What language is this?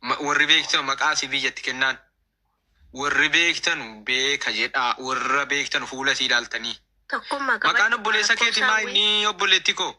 Oromo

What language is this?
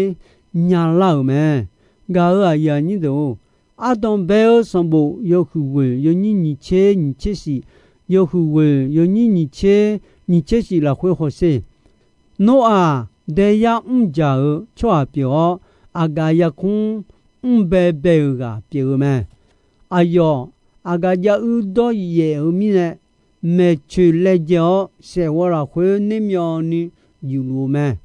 Akha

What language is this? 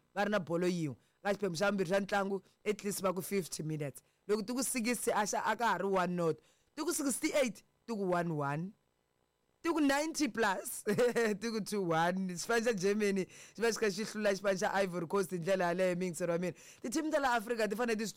Tsonga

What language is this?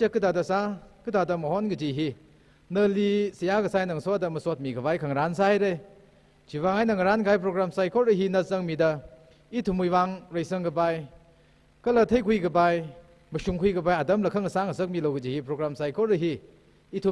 Tangkhul Naga (India)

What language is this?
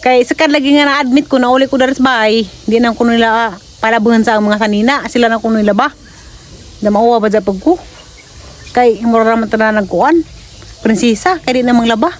Cebuano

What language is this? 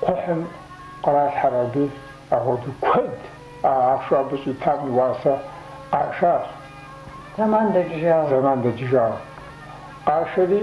Kabardian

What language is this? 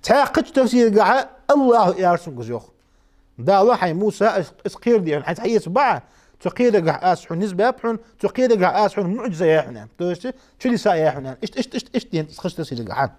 Ingush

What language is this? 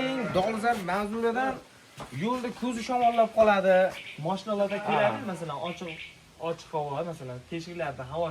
Uzbek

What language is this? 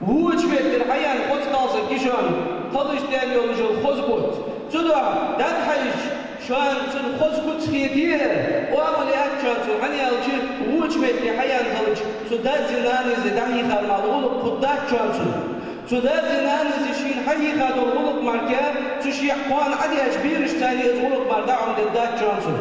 Ingush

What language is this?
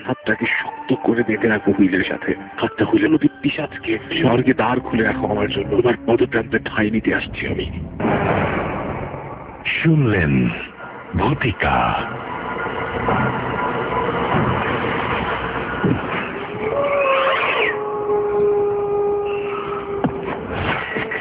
Bangla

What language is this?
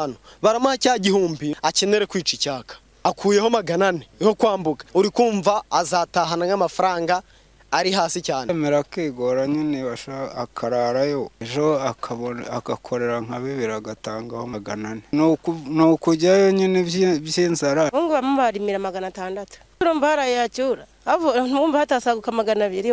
Kinyarwanda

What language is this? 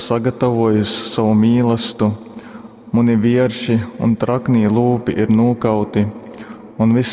Latgalian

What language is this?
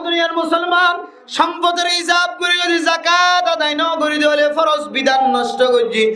Rohingya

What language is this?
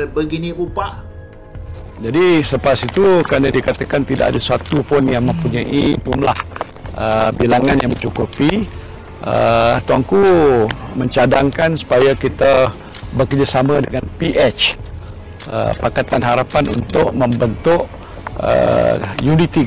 Malay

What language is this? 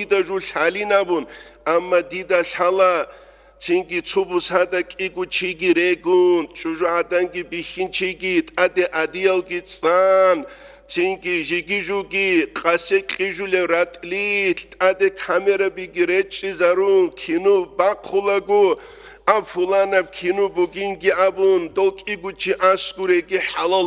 Avaric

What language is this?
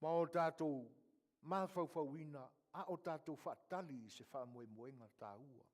Samoan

